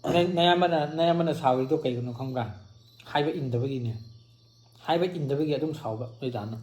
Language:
Manipuri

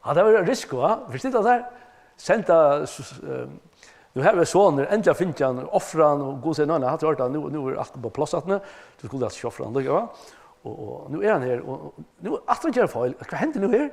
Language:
Faroese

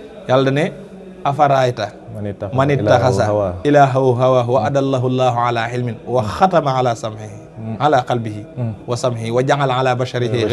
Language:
Wolof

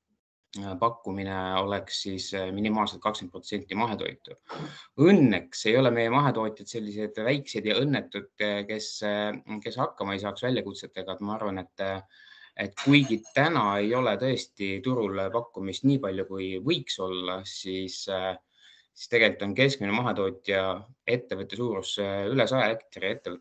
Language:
Estonian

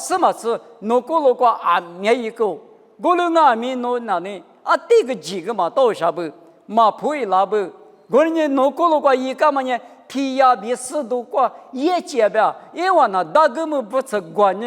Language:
Lisu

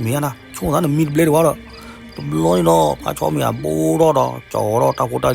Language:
S'gaw Karen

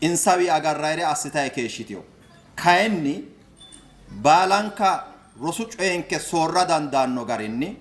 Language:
Sidamo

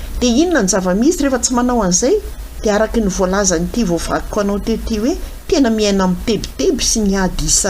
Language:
Malagasy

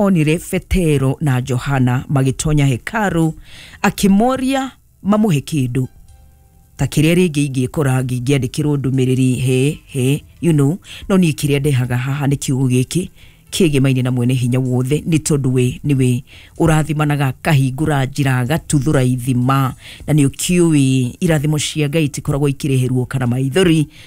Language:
Kikuyu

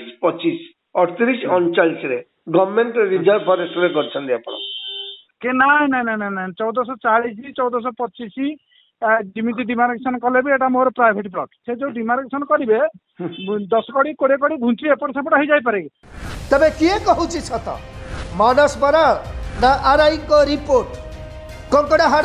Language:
Odia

